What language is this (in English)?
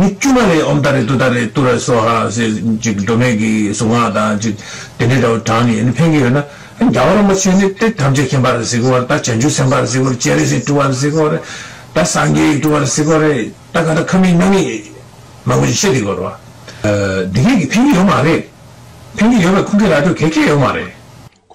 Tibetan